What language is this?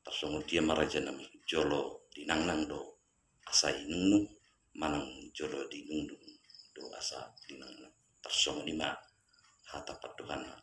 Batak Toba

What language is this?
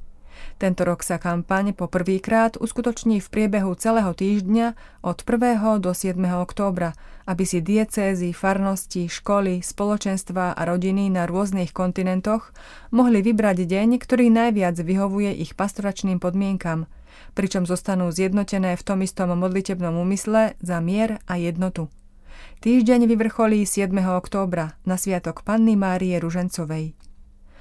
Slovak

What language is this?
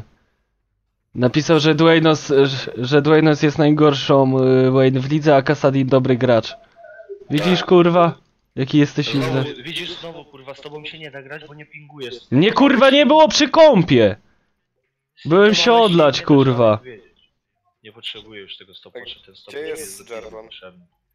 Polish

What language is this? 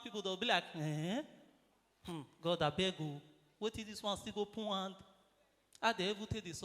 Nigerian Pidgin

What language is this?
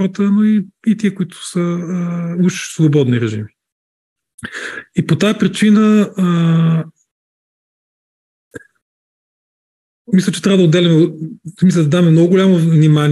Bulgarian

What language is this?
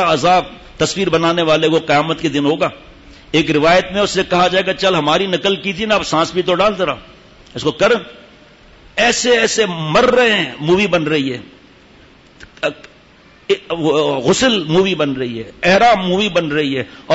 Urdu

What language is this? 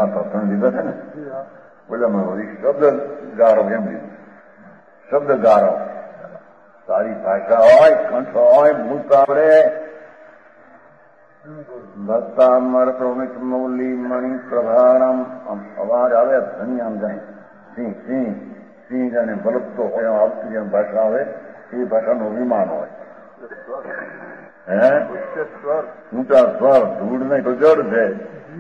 Gujarati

